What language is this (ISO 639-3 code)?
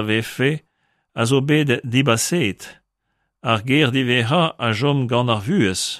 bre